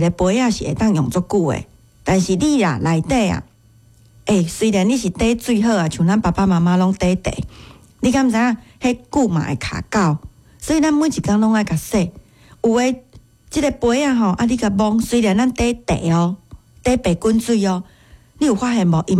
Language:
Min Nan Chinese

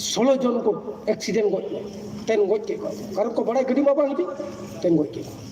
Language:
Santali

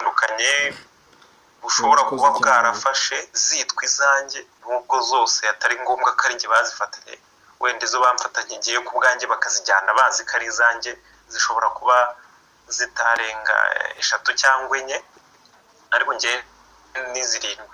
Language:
Kinyarwanda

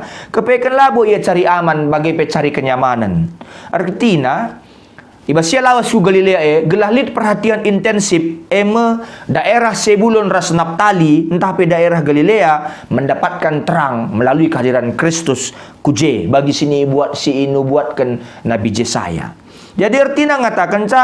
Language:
Batak Karo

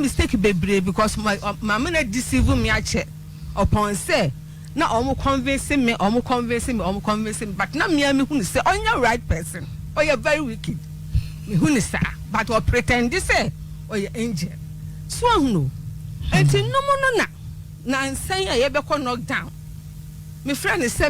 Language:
Akan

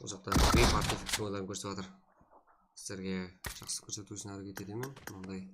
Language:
Kara-Kalpak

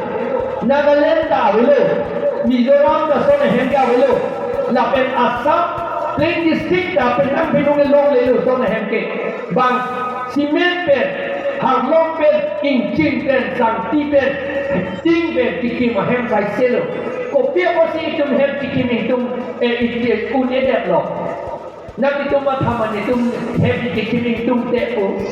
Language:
Karbi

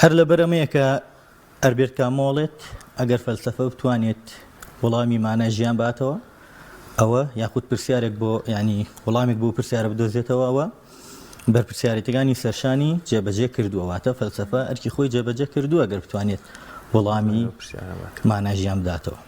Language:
Central Kurdish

